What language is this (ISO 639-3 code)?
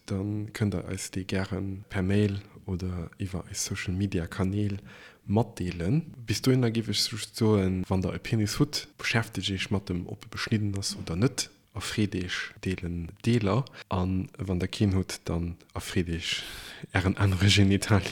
ltz